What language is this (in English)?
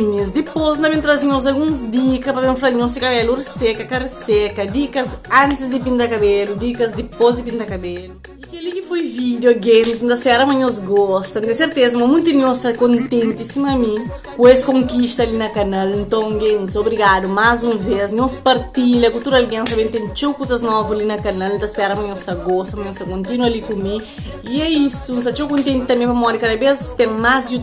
Kabuverdianu